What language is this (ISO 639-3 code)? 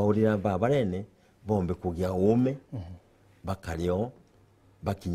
mer